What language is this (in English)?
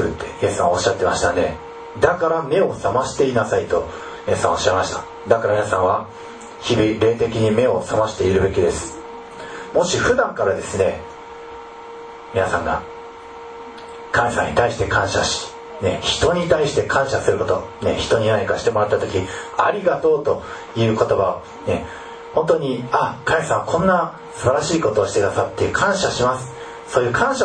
Japanese